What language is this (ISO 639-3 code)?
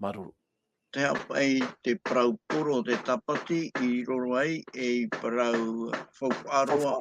tah